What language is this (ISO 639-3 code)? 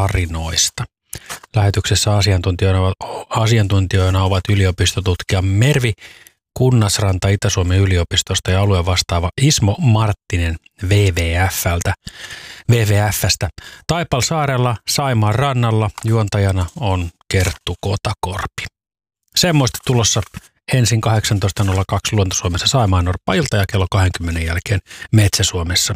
fin